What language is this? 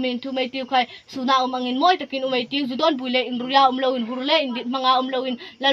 Hmar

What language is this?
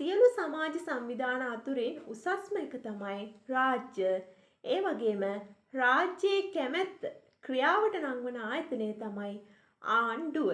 Sinhala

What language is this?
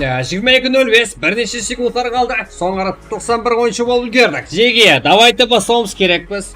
Kara-Kalpak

